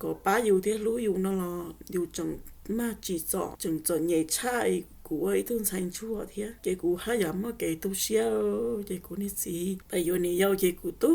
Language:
Hmong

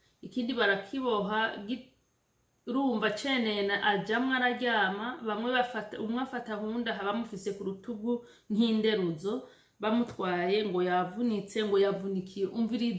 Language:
Rundi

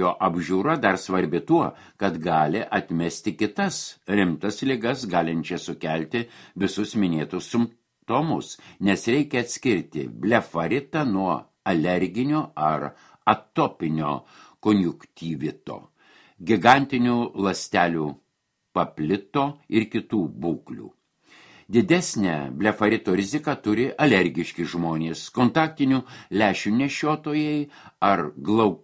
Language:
Lithuanian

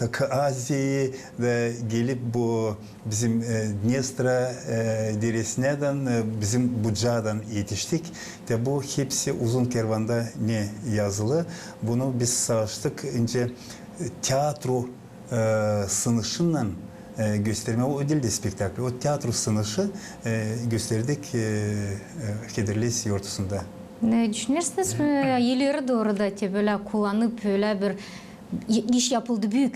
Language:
Gagauz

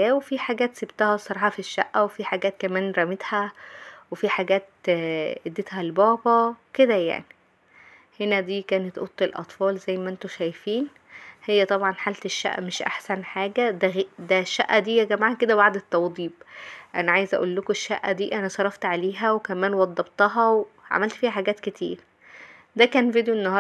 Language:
Egyptian Arabic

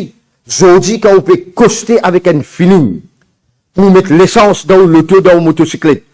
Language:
Morisyen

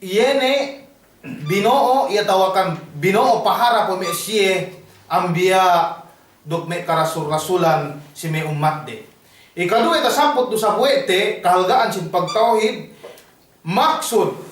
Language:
Yakan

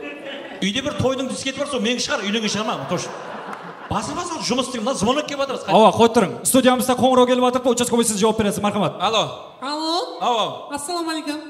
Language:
Kara-Kalpak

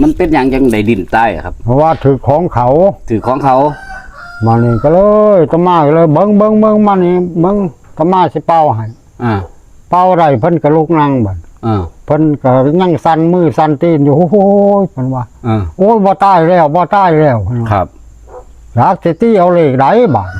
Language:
Northeastern Thai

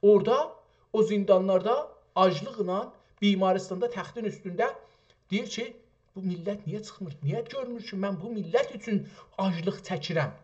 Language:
South Azerbaijani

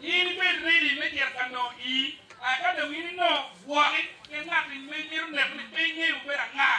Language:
Acoli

